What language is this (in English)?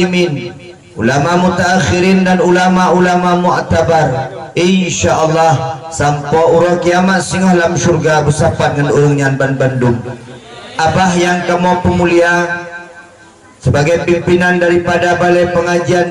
Achinese